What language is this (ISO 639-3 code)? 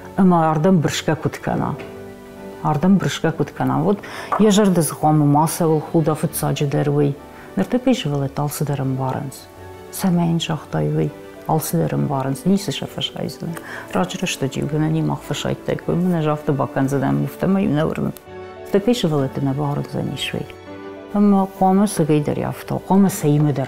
oss